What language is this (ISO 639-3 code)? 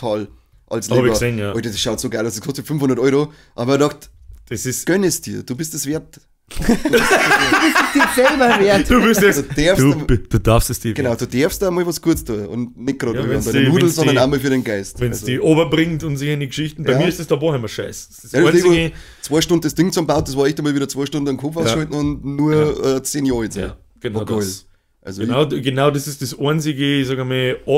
bar